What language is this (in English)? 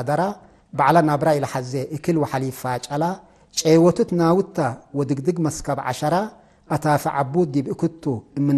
Tigre